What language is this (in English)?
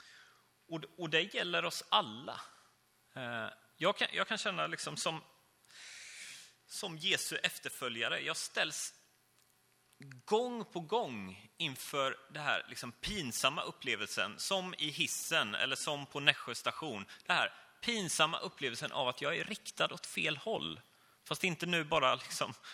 Swedish